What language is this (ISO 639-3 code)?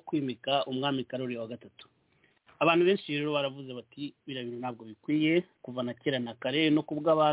kin